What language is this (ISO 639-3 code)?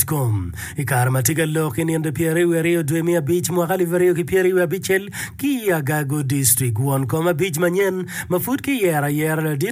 ach